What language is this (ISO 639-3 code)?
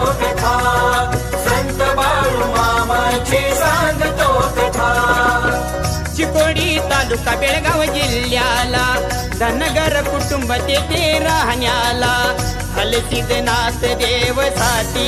mar